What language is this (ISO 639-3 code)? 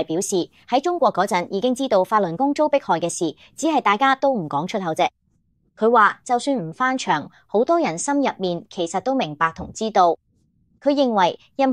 yue